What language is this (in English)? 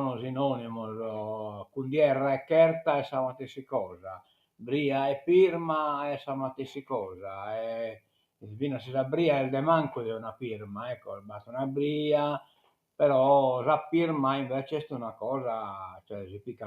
Sardinian